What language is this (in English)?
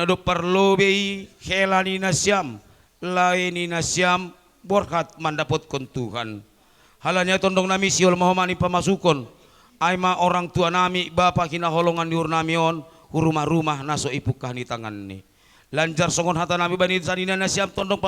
Batak Simalungun